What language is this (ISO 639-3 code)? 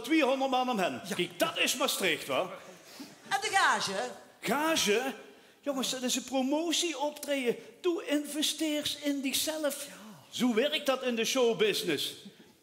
lim